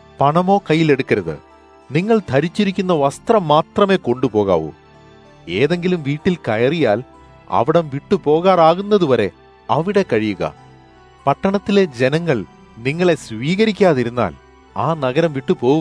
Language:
Malayalam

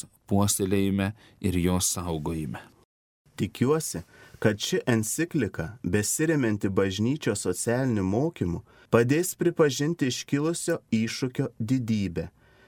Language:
Lithuanian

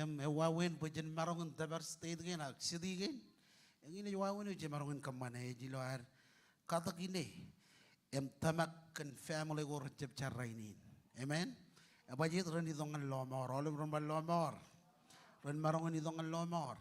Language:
Marshallese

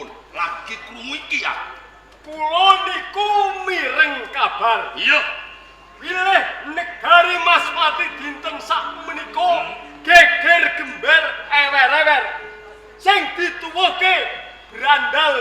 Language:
Javanese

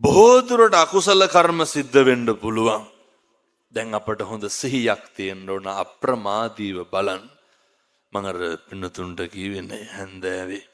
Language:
Sinhala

